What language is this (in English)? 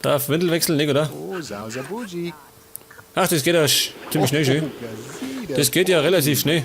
Bavarian